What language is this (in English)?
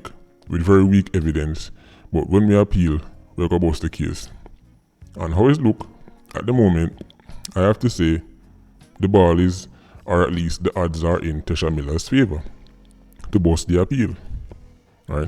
Jamaican Creole English